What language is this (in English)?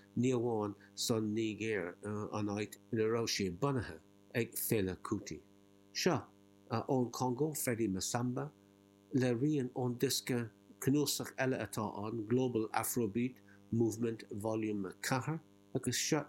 Irish